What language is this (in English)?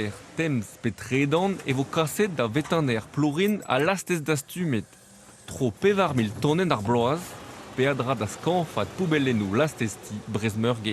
Breton